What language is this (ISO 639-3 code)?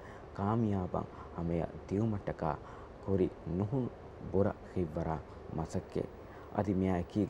div